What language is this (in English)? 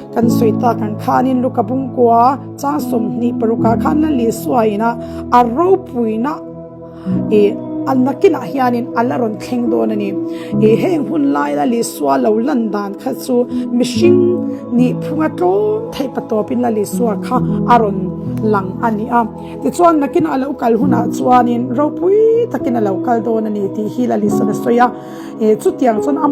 Mizo